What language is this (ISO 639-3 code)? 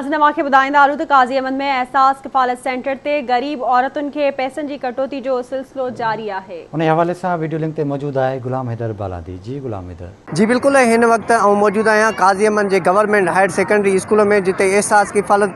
snd